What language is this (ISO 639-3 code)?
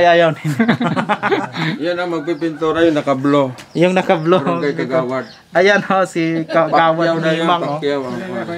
fil